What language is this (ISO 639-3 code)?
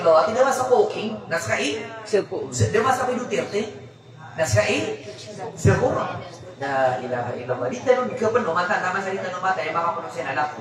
mrw